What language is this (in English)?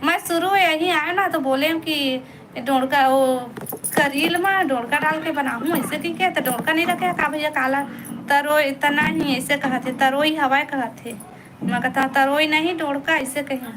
Chhattisgarhi